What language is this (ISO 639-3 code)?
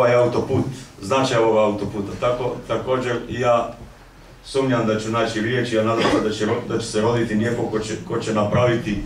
bos